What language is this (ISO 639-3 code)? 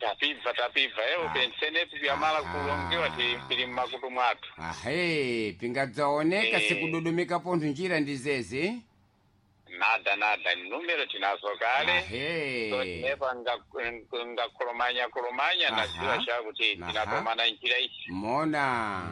seh